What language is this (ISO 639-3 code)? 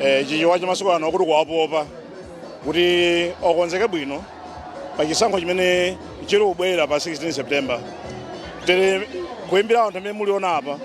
nya